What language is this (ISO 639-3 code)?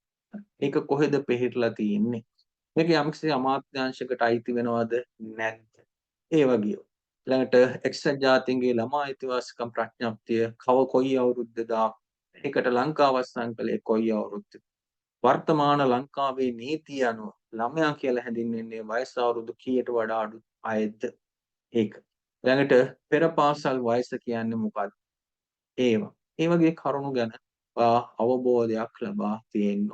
sin